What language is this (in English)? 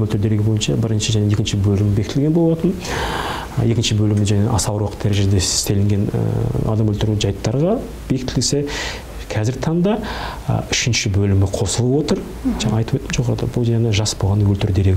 Kazakh